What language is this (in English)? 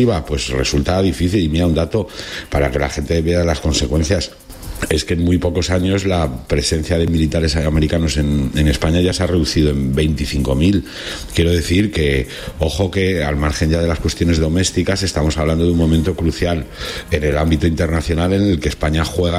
Spanish